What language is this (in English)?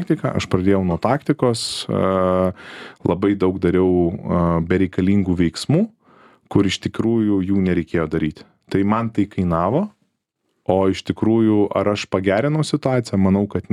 Lithuanian